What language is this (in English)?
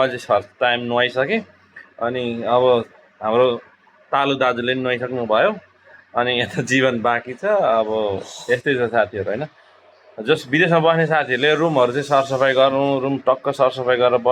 Nepali